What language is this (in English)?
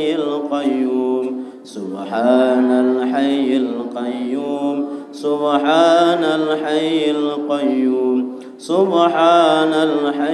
Sasak